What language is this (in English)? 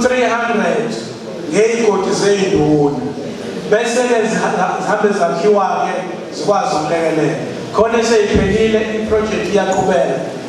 Zulu